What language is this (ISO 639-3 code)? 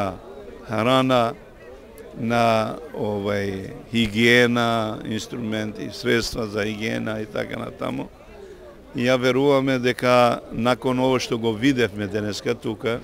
mkd